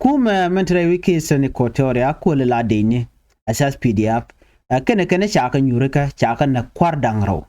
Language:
Nuer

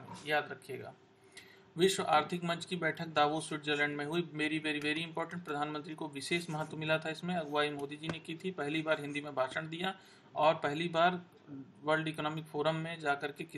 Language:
Hindi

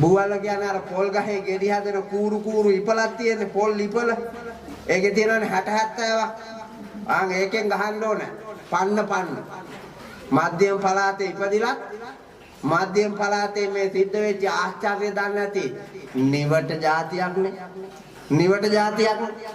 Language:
Sinhala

